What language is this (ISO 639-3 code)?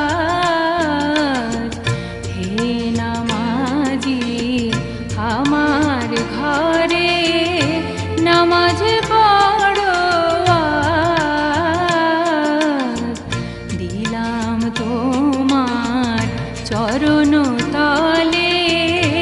ben